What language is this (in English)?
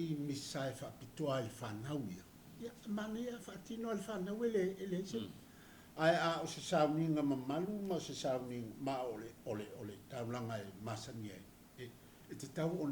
Samoan